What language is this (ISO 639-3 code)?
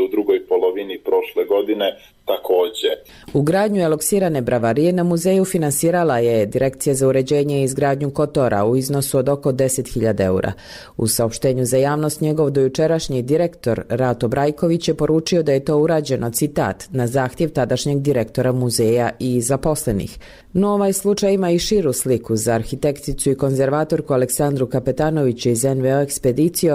hrv